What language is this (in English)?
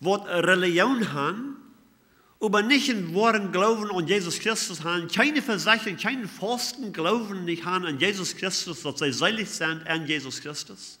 Plautdietsch